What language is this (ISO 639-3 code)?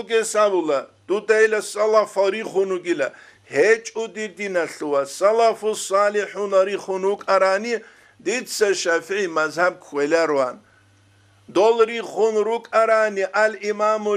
ava